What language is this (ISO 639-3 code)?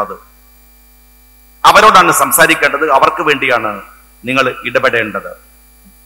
mal